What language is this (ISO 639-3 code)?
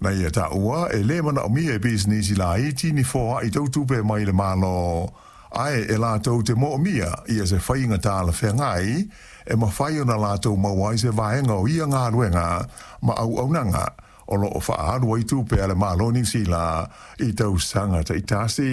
smo